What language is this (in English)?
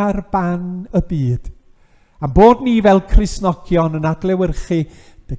Welsh